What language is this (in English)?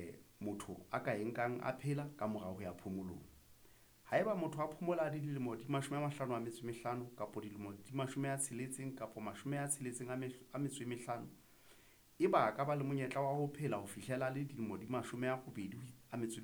Southern Sotho